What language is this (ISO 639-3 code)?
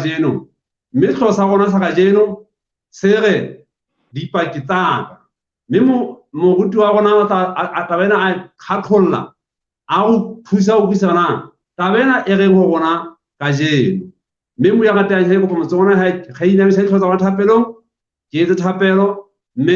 sot